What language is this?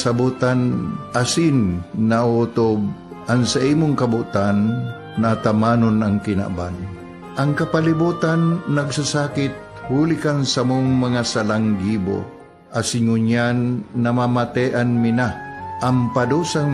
Bikol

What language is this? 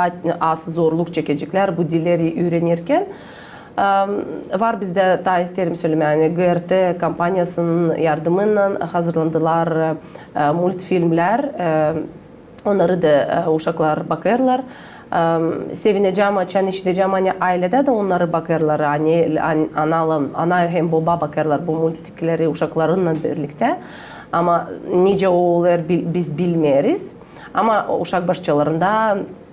Gagauz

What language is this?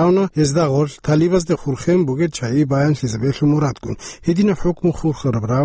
Avaric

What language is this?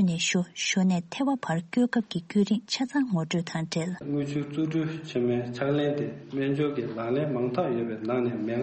Tibetan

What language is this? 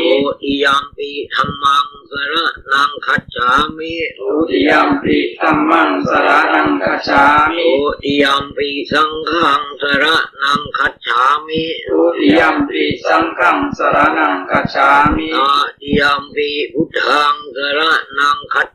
Pali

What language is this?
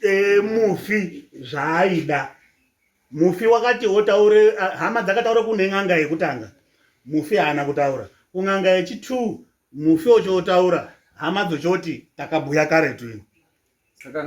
Shona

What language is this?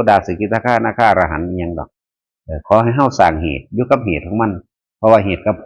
Northeastern Thai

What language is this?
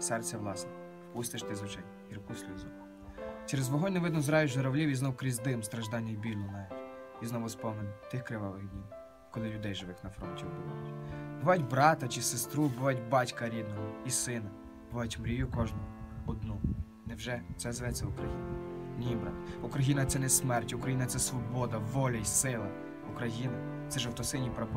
Ukrainian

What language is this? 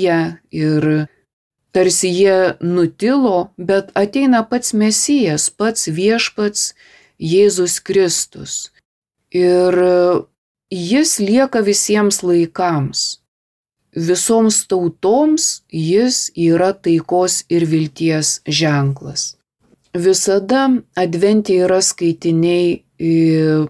Lithuanian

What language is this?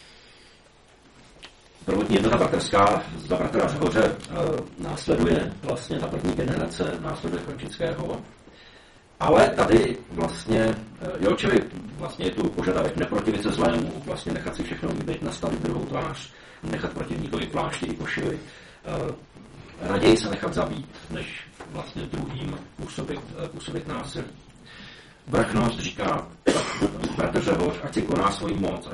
Czech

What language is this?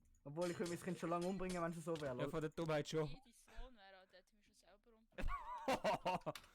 Swiss German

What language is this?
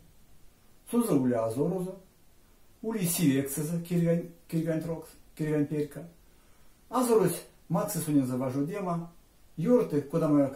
Erzya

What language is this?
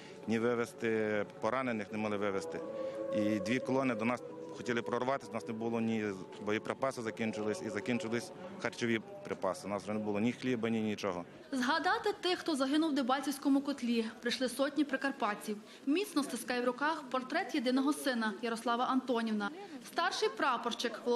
Ukrainian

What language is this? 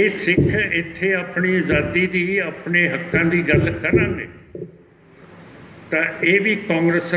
Punjabi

